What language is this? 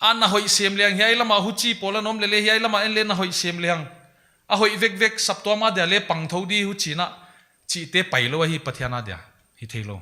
Paite Chin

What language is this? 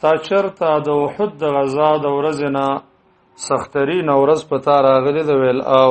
Pashto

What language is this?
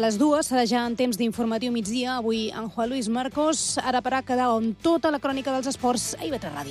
Catalan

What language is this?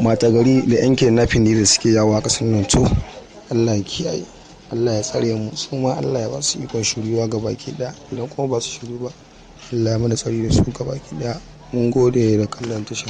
Hausa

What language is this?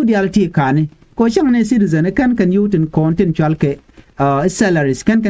Nuer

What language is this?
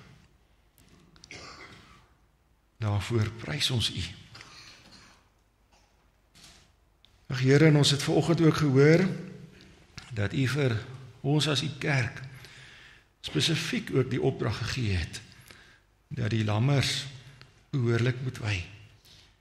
Afrikaans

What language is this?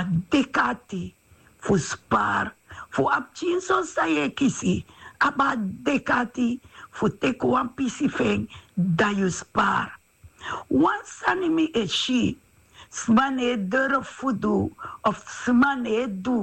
Sranan Tongo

